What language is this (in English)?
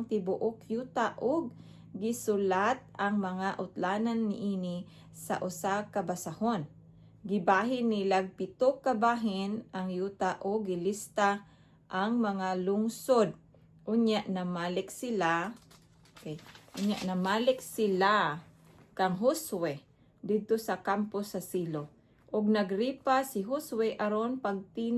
Cebuano